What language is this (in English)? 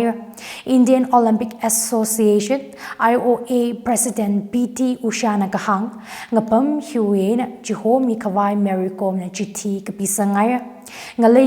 Tangkhul Naga (India)